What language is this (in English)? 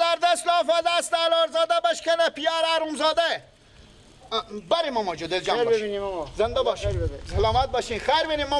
Persian